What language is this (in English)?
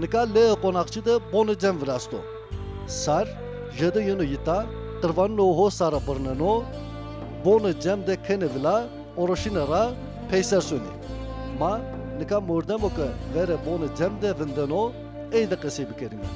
Zaza